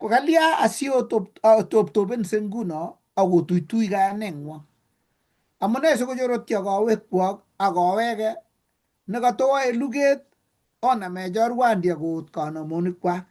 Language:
Kalenjin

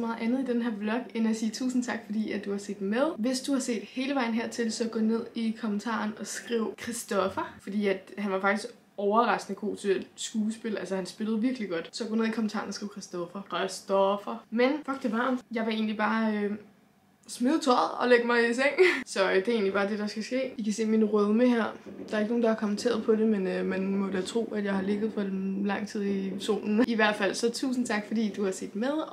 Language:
Danish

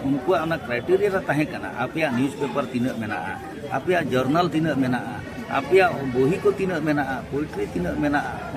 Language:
Santali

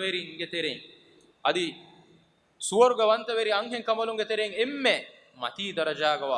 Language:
Divehi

